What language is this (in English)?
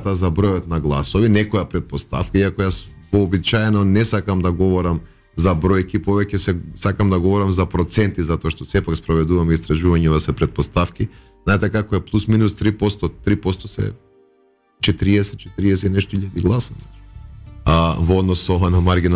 Macedonian